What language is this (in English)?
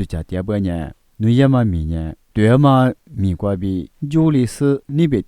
Lisu